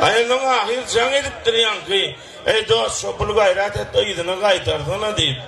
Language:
Turkmen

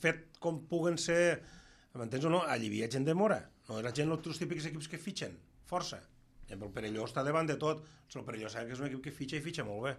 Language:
Catalan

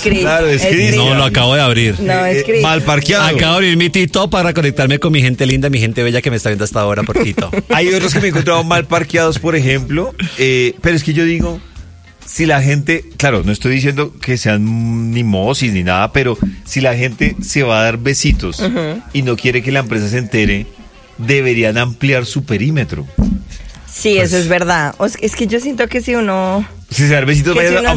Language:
Spanish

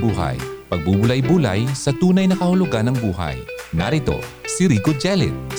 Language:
Filipino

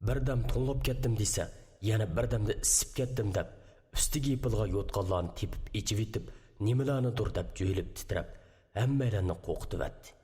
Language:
Uyghur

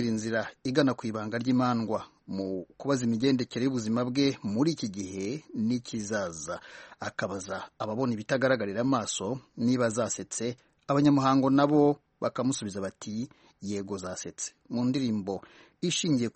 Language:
Kinyarwanda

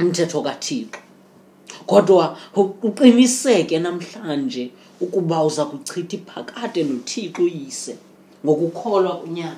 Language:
Xhosa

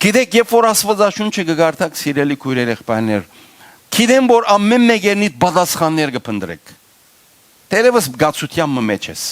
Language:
Western Armenian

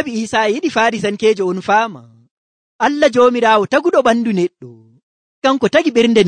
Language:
Nigerian Fulfulde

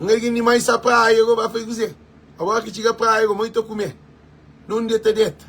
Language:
Kabuverdianu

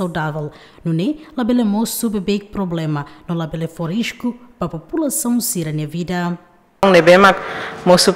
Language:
Tetum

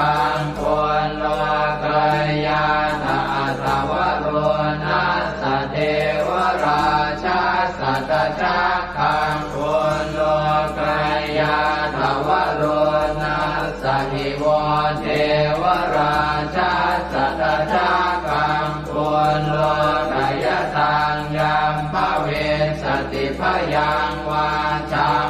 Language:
Pali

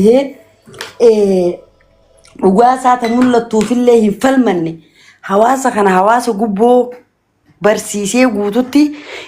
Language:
Oromo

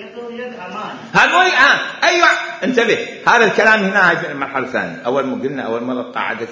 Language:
Mesopotamian Arabic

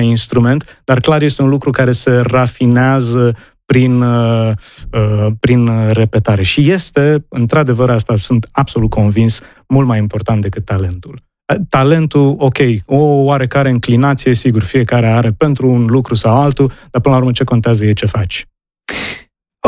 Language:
Romanian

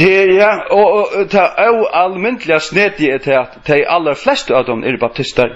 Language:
Faroese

